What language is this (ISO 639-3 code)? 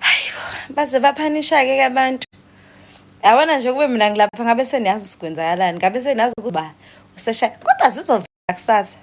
zul